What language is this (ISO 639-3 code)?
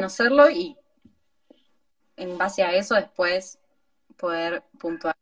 spa